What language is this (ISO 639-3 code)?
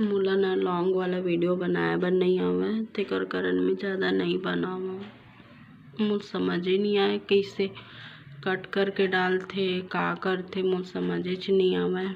hne